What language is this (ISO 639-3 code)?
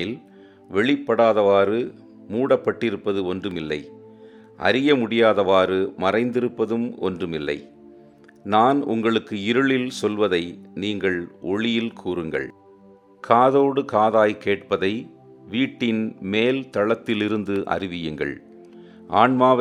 tam